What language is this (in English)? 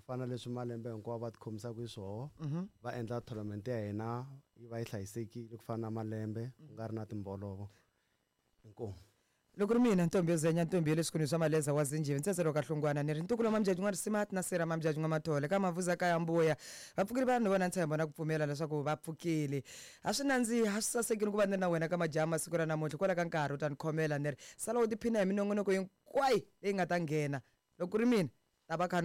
Tsonga